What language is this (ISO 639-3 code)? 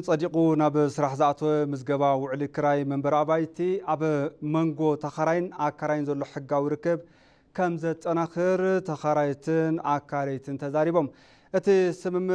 tir